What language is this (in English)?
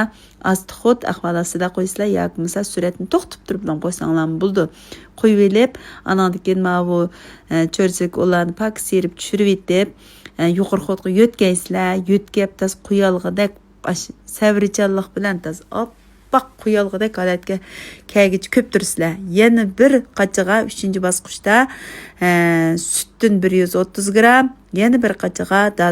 Uyghur